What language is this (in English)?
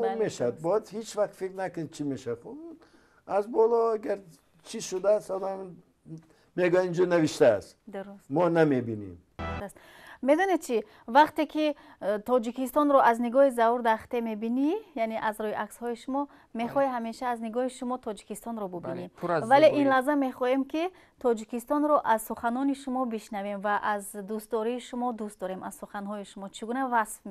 Tajik